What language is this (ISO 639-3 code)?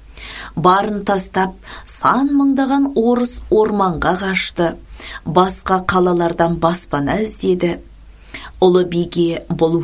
kaz